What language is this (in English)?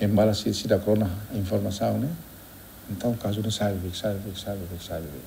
Tetum